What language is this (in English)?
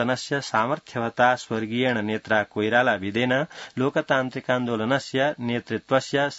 Sanskrit